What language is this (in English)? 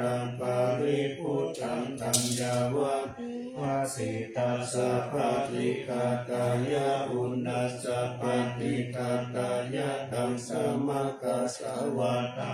Pali